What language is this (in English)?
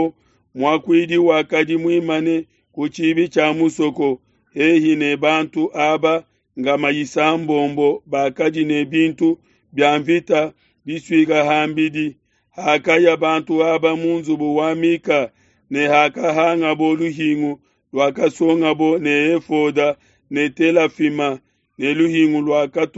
Luba-Lulua